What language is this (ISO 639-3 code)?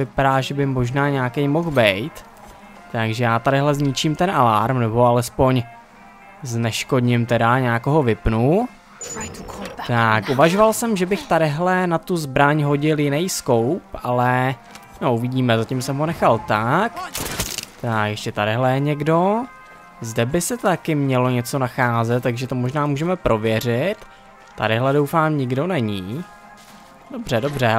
ces